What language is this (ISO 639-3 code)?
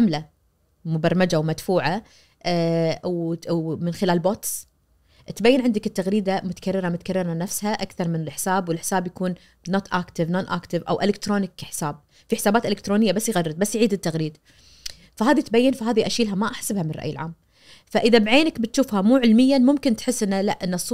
ars